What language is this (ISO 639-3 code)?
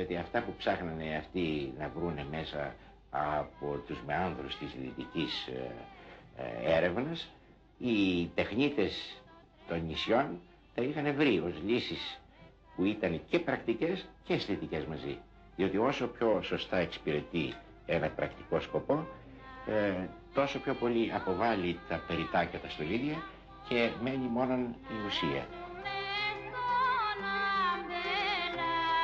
ell